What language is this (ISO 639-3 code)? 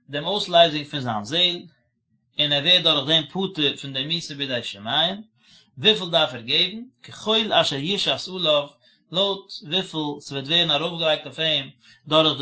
yid